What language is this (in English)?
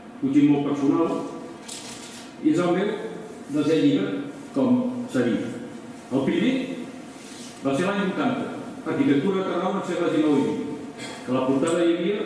Catalan